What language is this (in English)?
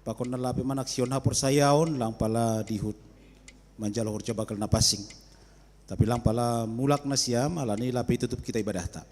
Batak Simalungun